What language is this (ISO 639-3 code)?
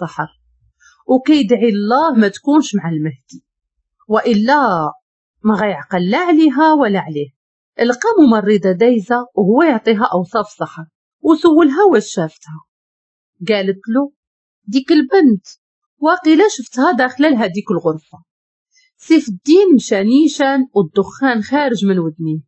ary